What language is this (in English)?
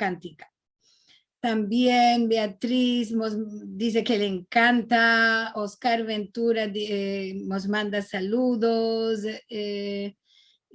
Ladino